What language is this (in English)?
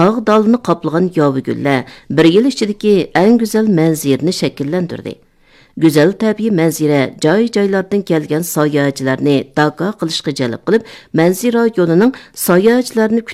Uyghur